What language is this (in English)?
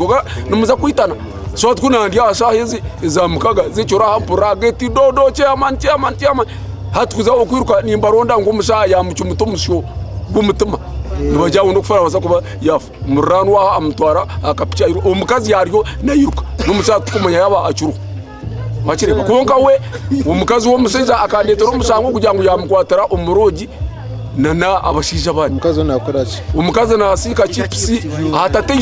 Nyankole